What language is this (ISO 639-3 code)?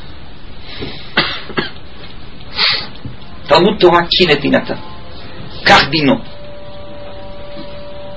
heb